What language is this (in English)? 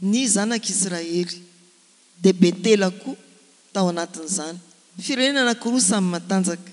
Malagasy